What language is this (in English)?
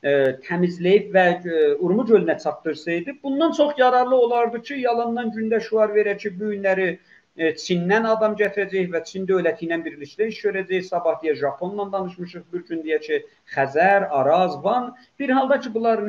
South Azerbaijani